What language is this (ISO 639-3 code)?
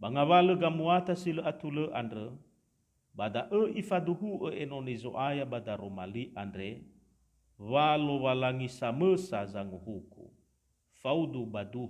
nia